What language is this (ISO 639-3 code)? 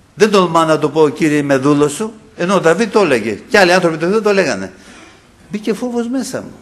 ell